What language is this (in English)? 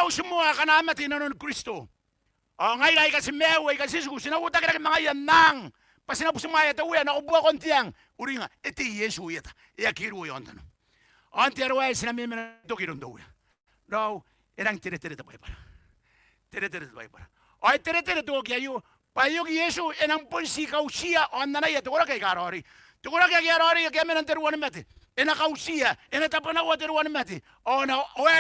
Gilbertese